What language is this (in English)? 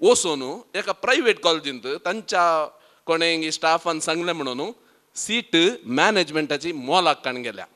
Konkani